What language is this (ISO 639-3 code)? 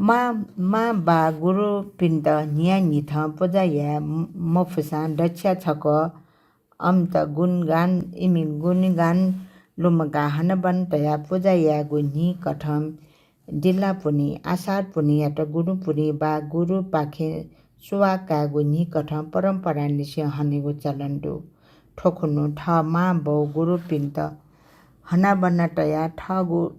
new